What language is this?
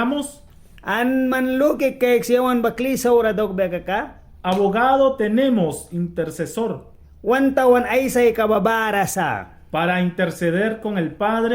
Mískito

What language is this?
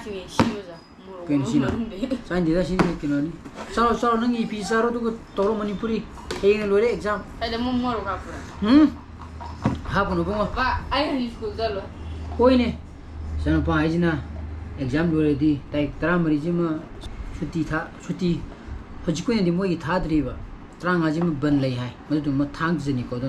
Manipuri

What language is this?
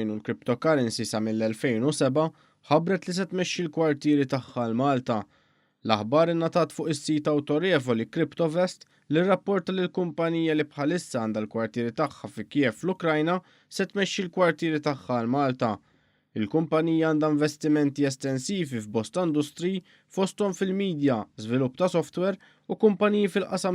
Maltese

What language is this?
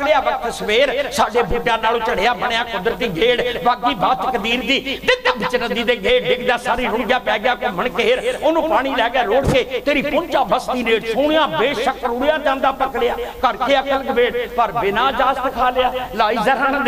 Punjabi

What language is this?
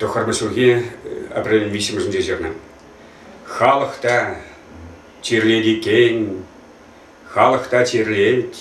Chuvash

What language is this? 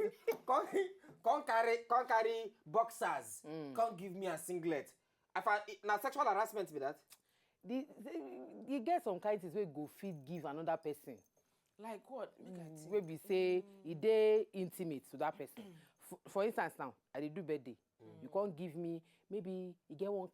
Nigerian Pidgin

